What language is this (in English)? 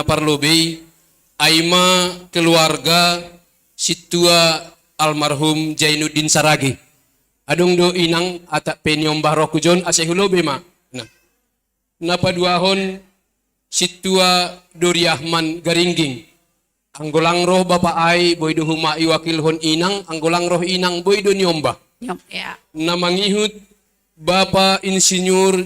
Batak Simalungun